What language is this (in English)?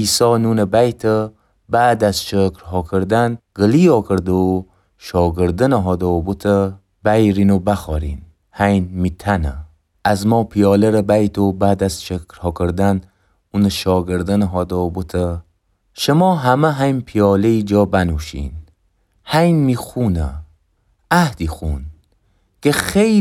Gilaki